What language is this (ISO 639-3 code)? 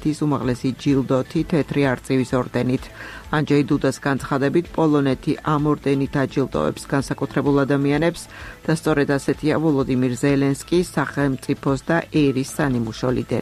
kat